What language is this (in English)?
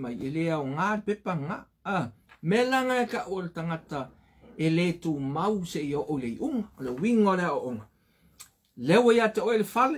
Samoan